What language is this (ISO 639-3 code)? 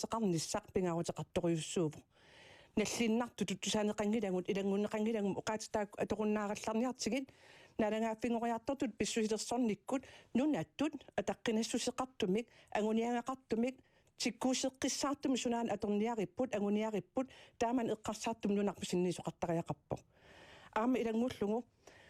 kal